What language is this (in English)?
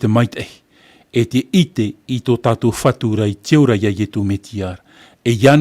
Tahitian